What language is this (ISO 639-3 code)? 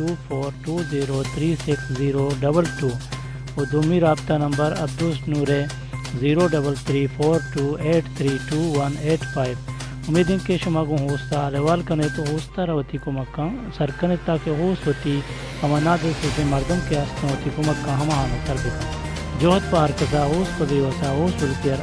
bal